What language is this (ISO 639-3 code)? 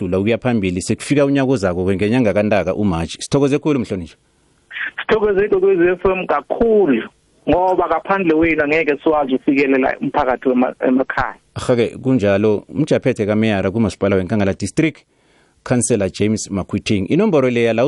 nbl